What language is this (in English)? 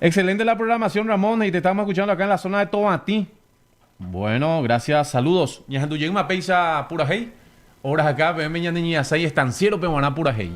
Guarani